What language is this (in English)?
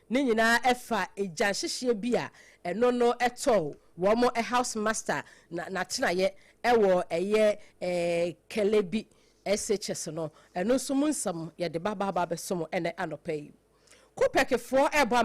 Akan